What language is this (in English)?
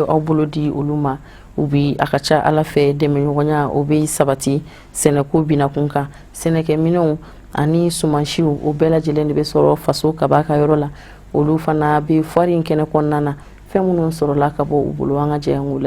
Bambara